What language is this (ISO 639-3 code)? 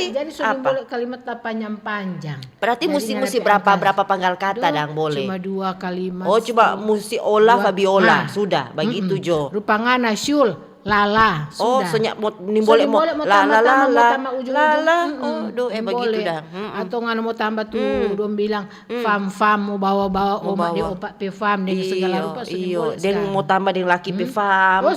xmm